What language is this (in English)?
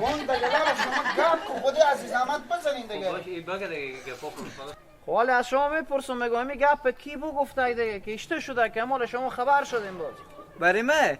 Persian